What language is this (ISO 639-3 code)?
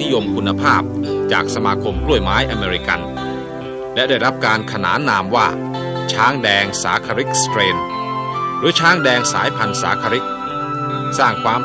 tha